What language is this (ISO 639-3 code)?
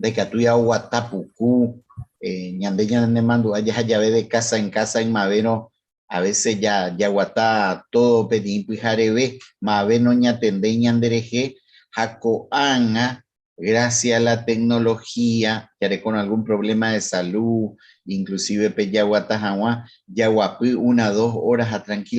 grn